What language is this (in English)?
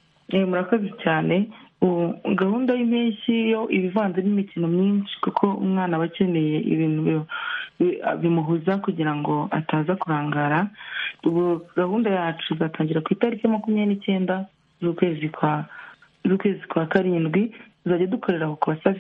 Kinyarwanda